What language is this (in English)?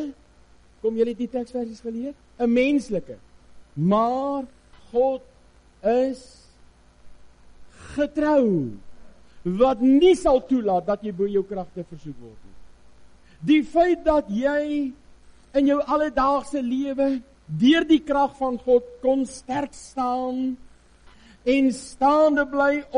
Afrikaans